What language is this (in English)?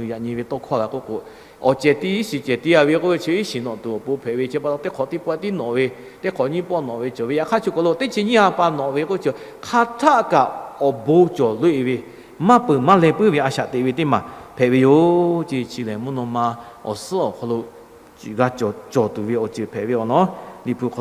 Lahu